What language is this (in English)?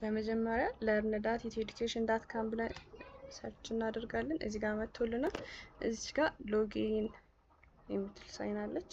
Amharic